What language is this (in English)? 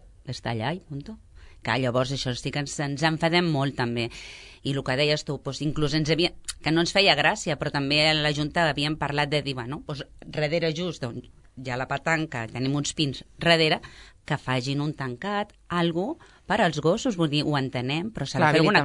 Catalan